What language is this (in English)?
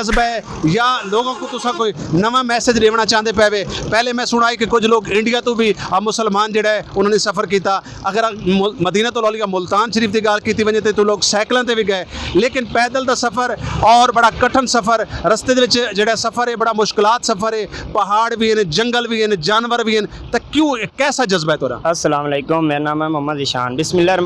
Saraiki